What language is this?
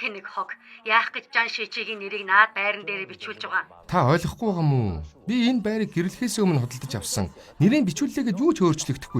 Mongolian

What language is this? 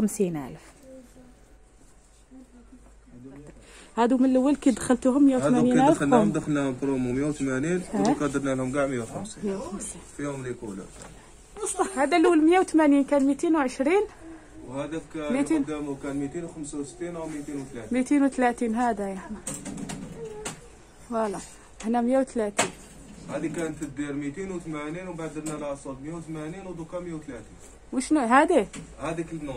Algerian Arabic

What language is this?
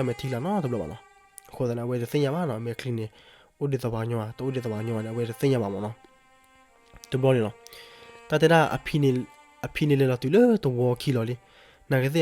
S'gaw Karen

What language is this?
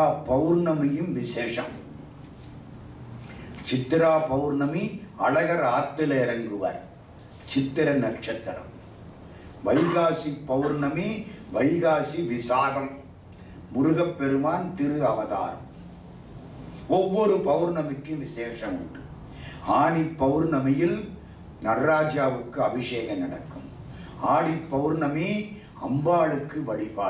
Tamil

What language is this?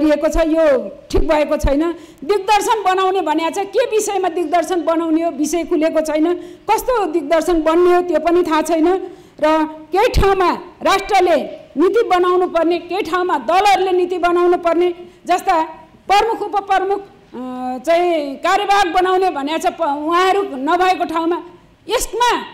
Nepali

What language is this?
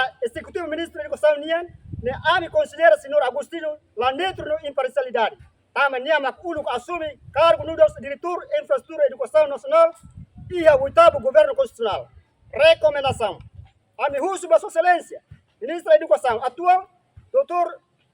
Tetum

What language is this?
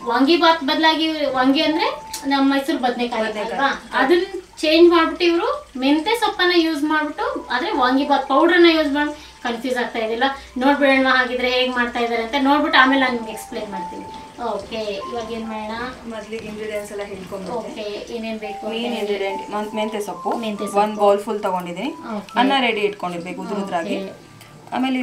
Kannada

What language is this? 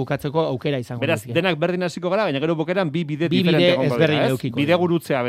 Basque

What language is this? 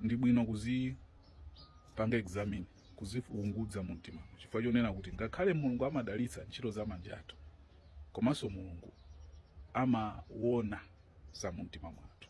Nyanja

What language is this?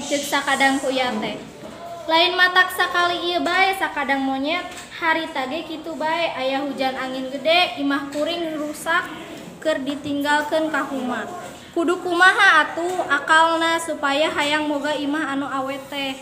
Sundanese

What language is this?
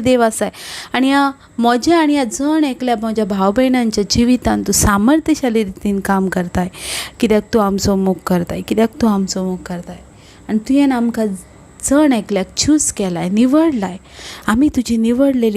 Konkani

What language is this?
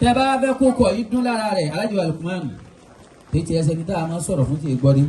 Yoruba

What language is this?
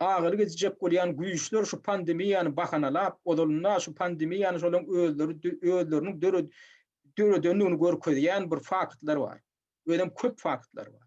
Turkmen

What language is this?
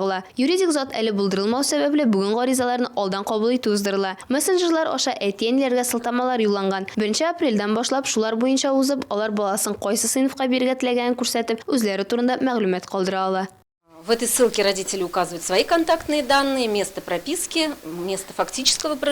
Tatar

